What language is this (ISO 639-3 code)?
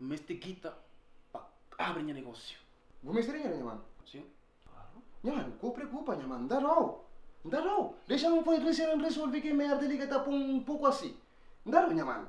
kea